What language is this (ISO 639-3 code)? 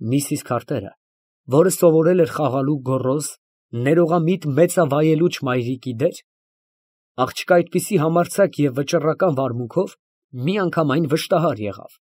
hye